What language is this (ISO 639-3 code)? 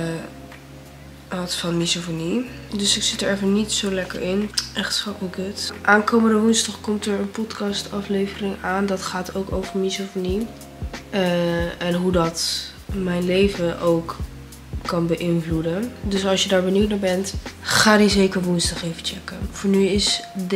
nld